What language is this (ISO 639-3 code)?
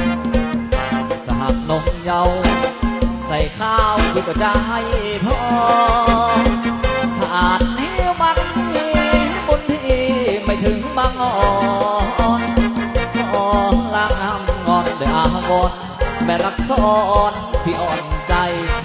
tha